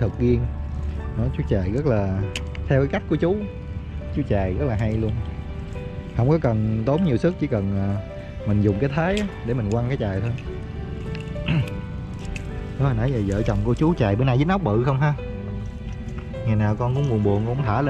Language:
Vietnamese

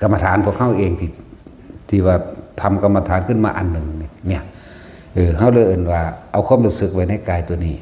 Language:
Northeastern Thai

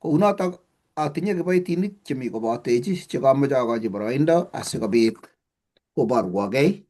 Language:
Kalenjin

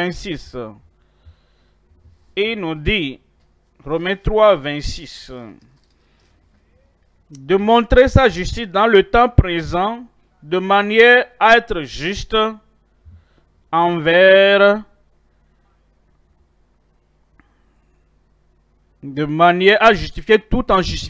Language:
French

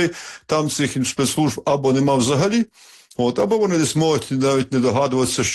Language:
Ukrainian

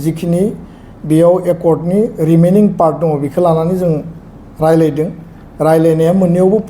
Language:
Bodo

